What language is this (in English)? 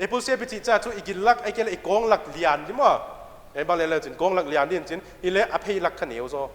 Paite Chin